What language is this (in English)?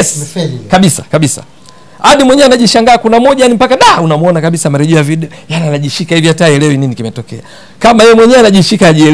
Swahili